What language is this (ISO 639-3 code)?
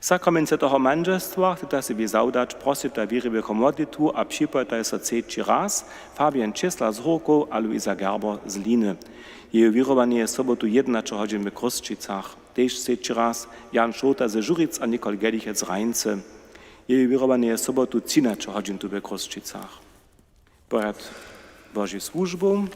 hsb